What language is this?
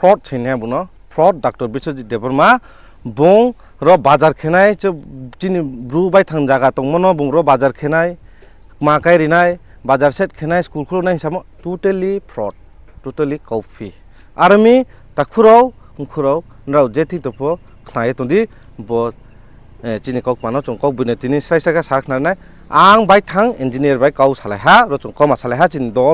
Riang (India)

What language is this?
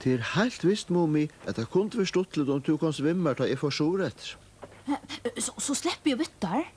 Faroese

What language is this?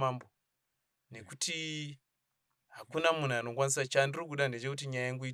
Shona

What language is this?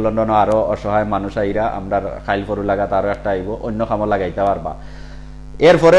Sylheti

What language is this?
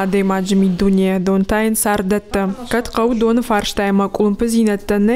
Ossetic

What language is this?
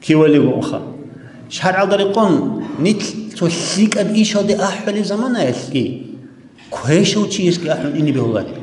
Avaric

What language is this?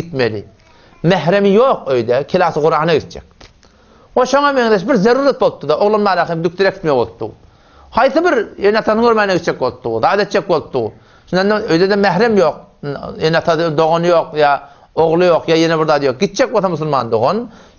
Turkmen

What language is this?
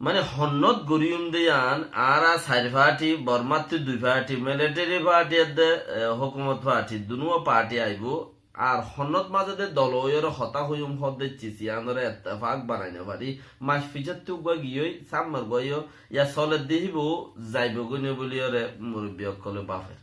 Rohingya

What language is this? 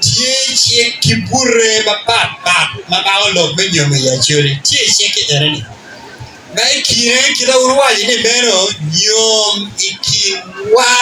Acoli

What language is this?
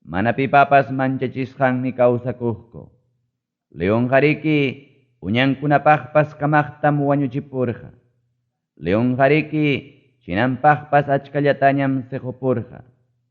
Ayacucho Quechua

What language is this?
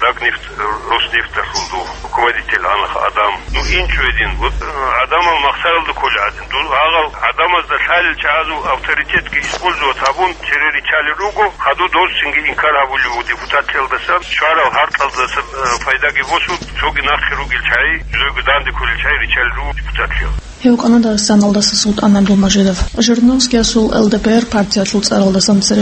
Avaric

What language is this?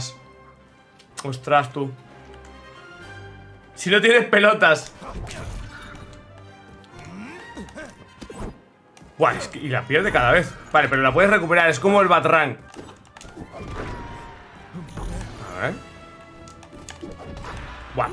Spanish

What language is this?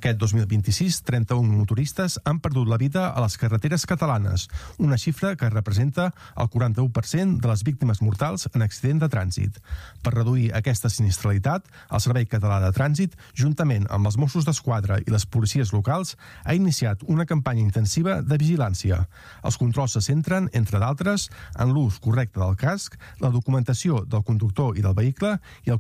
Catalan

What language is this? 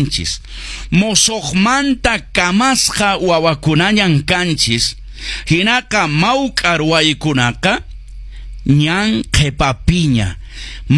Quechua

